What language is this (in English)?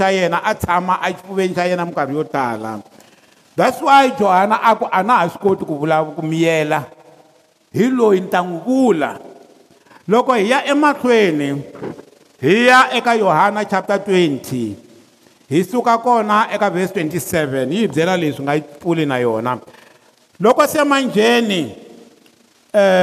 Tsonga